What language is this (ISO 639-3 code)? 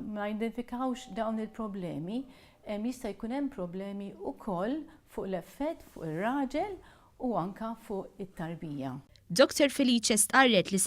mlt